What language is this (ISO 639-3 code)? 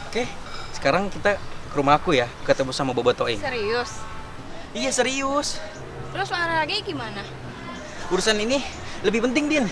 bew